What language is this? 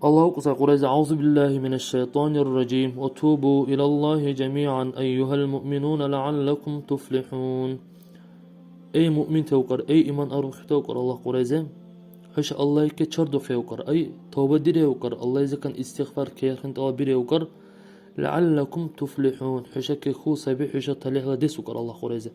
Dargwa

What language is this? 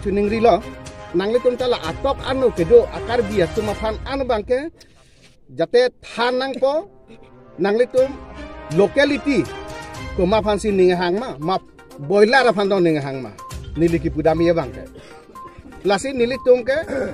Karbi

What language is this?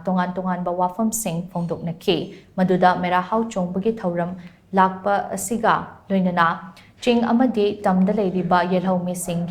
Manipuri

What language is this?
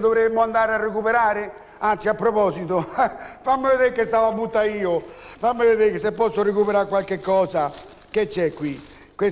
Italian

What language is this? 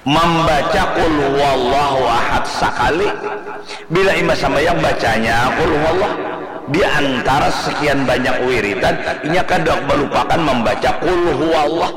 Banjar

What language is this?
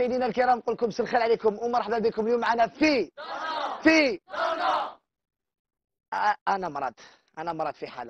Algerian Arabic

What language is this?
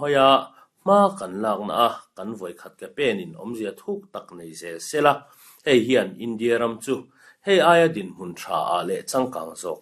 Mizo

